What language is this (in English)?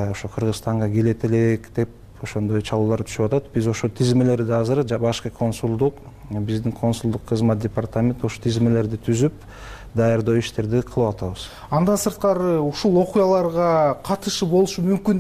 Kyrgyz